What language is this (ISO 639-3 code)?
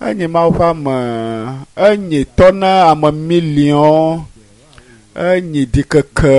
ewe